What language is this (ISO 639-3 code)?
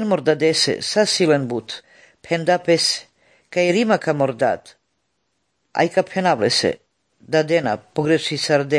slv